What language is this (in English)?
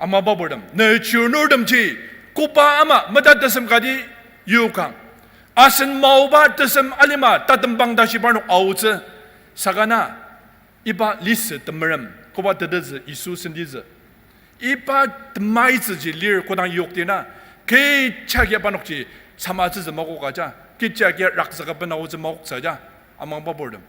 Ao Naga